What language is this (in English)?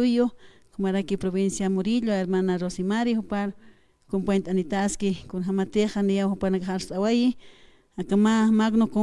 Aymara